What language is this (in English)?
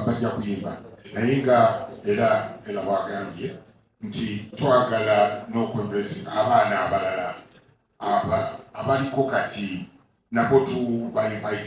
Ganda